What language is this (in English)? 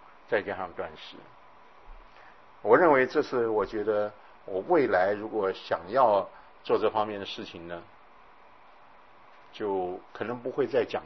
Chinese